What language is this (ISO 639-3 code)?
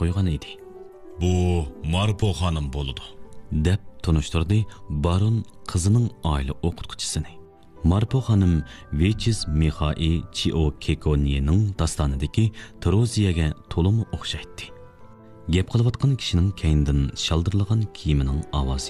uig